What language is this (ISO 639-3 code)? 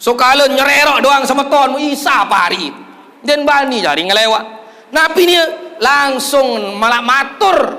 sas